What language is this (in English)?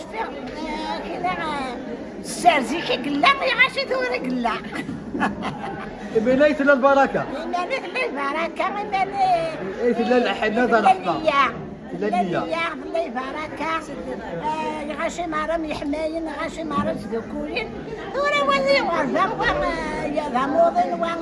Kabyle